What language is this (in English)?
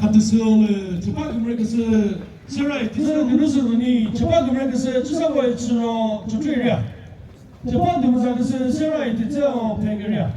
Chokri Naga